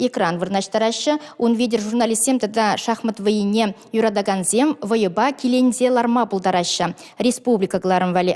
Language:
Chuvash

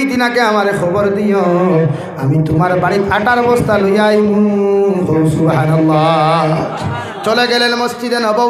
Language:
Sylheti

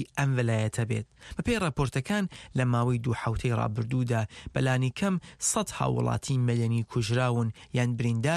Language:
Central Kurdish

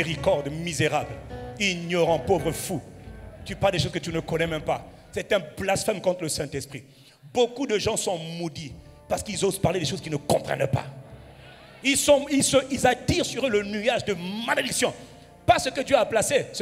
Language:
French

